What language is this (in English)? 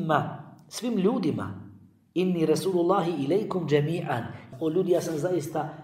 Bosnian